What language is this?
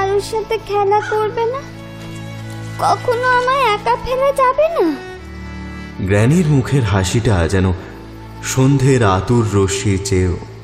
Bangla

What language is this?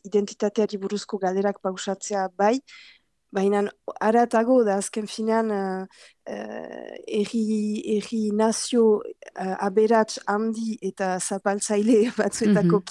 Basque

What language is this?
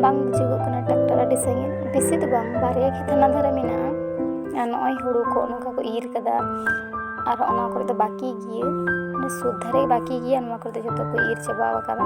Santali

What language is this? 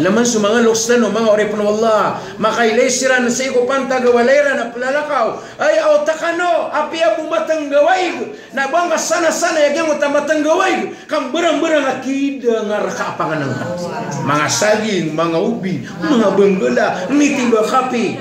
Maranao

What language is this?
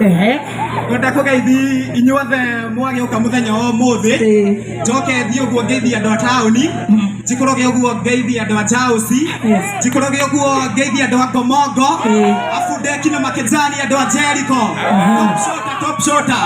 Kikuyu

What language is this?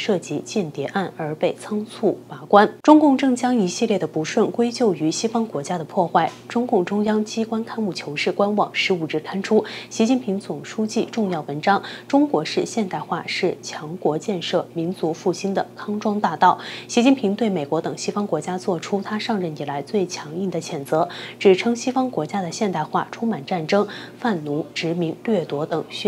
Chinese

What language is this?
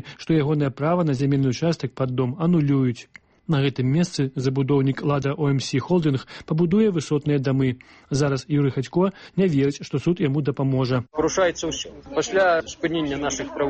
Belarusian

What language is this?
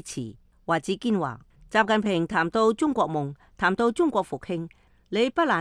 Cantonese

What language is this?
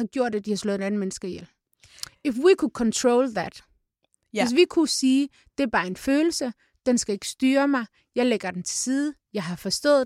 Danish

